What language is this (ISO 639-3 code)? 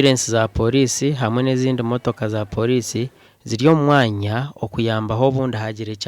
nyn